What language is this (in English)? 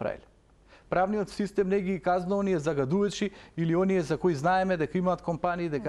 Macedonian